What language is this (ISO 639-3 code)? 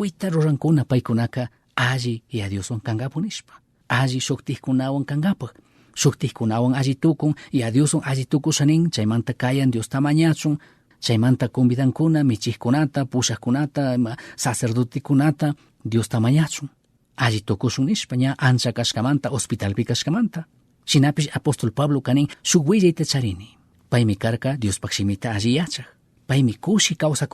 qug